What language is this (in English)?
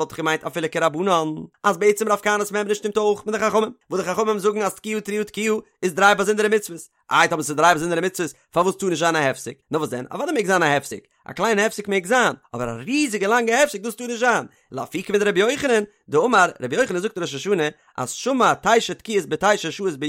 Yiddish